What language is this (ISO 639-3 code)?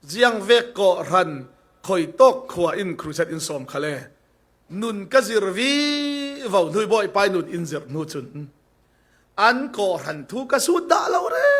cfm